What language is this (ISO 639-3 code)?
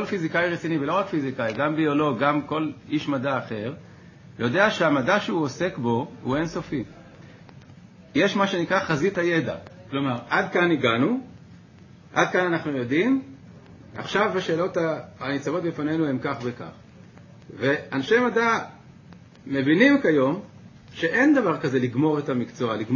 heb